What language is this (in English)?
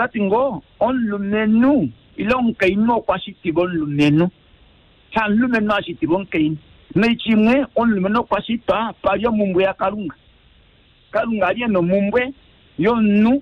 Kuanyama